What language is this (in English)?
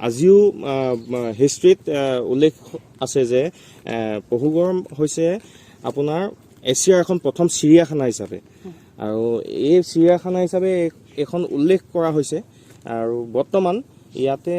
Assamese